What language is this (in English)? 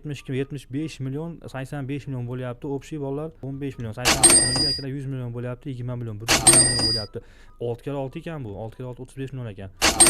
Uzbek